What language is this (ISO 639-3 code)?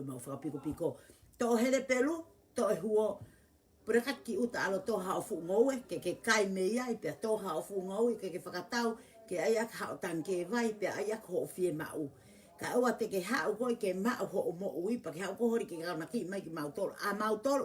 ton